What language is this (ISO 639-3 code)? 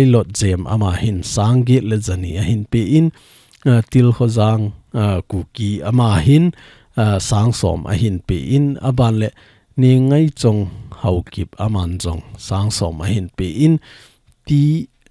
tcz